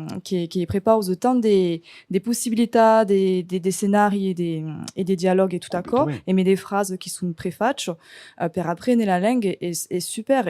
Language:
Occitan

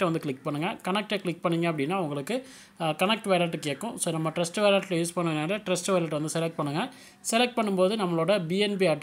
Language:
Tamil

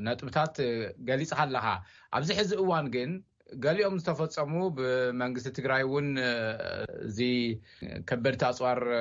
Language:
Tigrinya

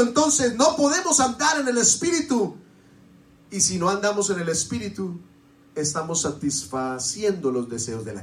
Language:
Spanish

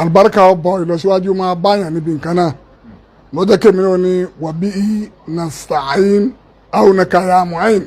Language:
Yoruba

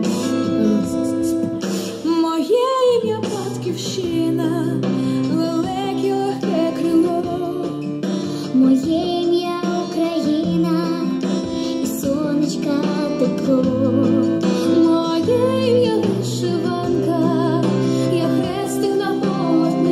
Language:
Ukrainian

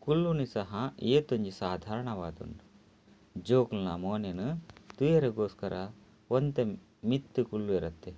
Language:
Tulu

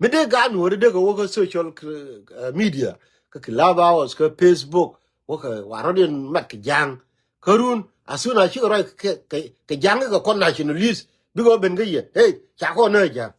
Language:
Nuer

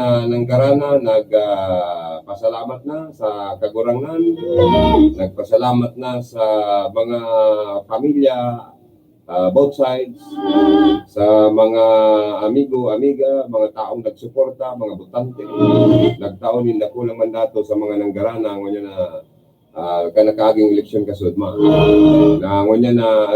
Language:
Bikol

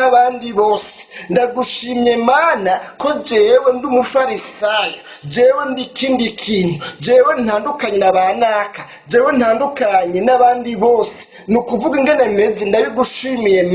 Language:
Rundi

